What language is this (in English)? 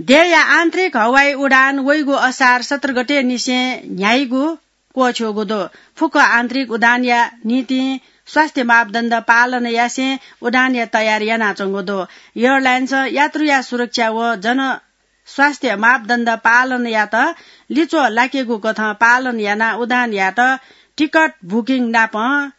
Newari